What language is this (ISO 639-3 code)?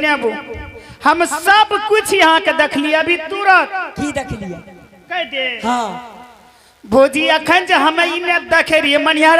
anp